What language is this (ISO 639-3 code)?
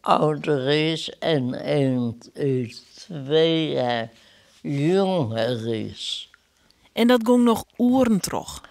fry